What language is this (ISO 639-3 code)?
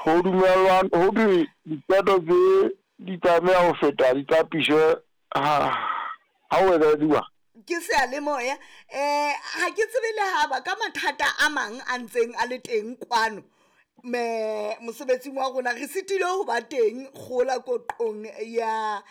sot